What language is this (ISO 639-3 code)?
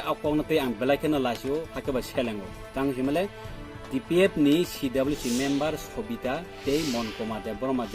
ria